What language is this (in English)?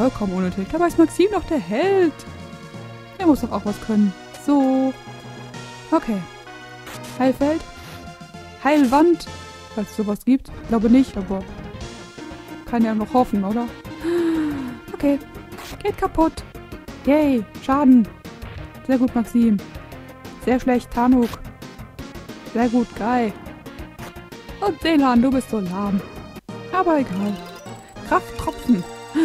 German